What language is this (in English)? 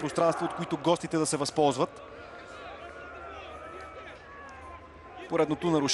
Bulgarian